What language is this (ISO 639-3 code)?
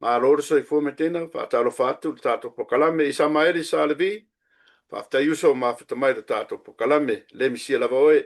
smo